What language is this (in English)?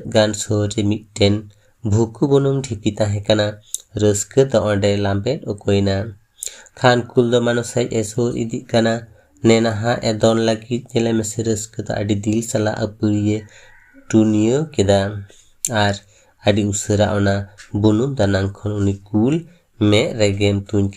Santali